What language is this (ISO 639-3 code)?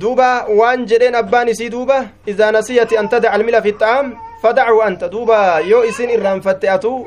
som